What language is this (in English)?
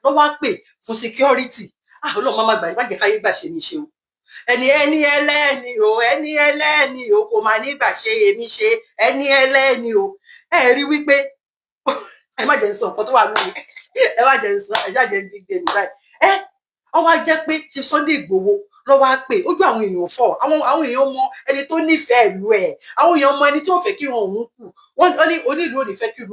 Yoruba